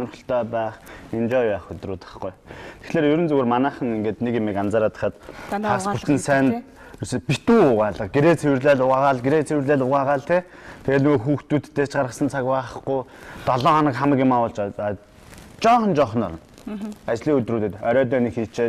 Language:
Mongolian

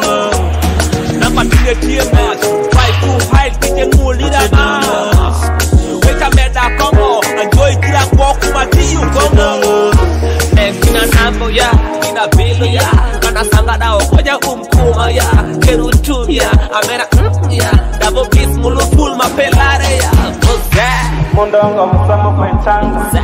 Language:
Nyoro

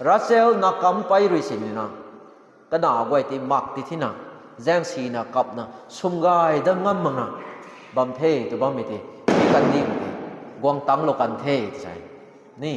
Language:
Rongmei Naga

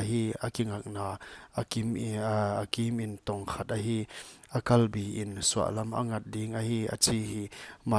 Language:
Paite Chin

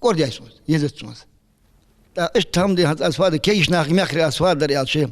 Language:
Ingush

